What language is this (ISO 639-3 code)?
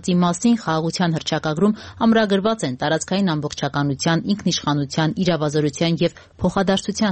hye